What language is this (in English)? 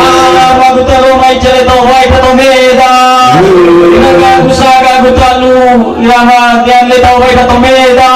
Nias